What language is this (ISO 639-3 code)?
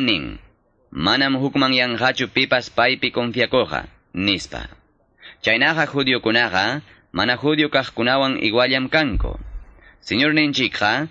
quy